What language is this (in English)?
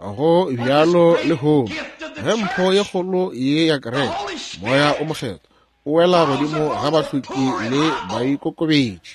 Northern Sotho